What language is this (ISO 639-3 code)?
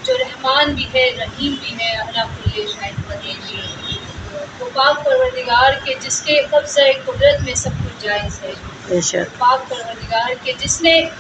urd